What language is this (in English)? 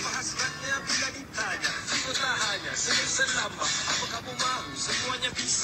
Malay